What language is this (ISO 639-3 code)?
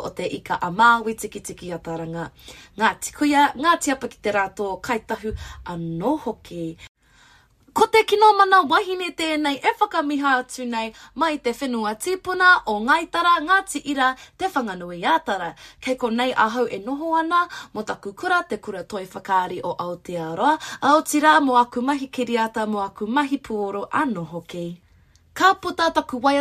mri